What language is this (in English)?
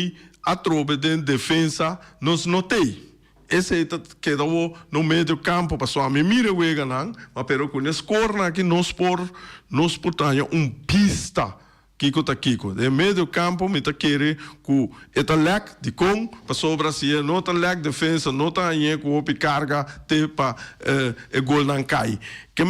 Papiamento